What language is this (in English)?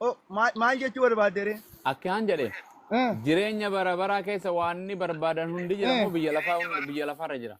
Oromo